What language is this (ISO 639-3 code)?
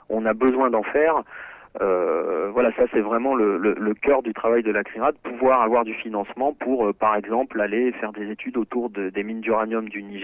fra